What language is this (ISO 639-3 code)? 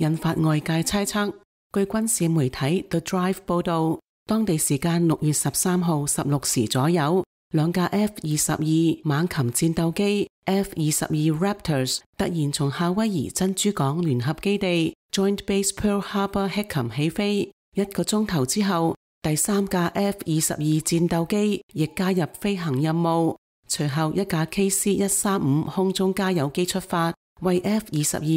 yue